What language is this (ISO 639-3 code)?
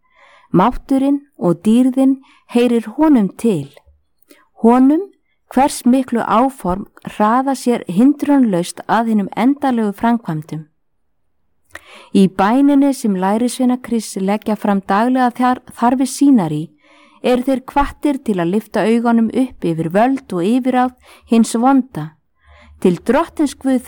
isl